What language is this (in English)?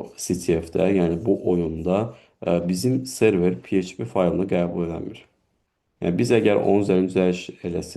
Azerbaijani